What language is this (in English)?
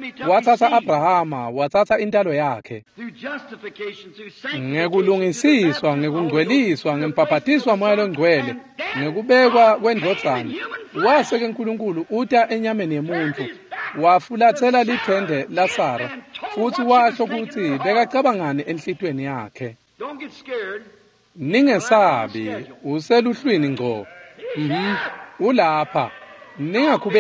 Swati